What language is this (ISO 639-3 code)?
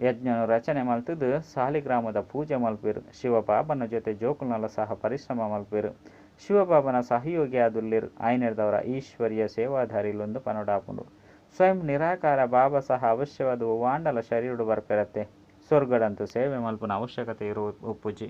tcy